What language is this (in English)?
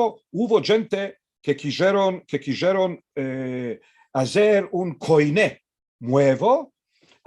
Ladino